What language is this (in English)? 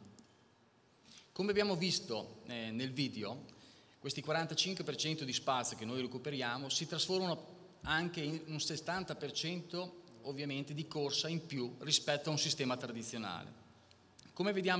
Italian